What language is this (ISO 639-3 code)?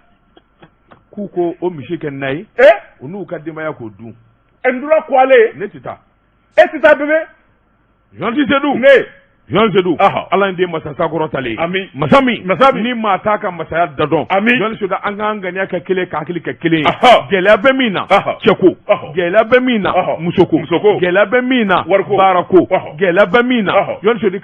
bam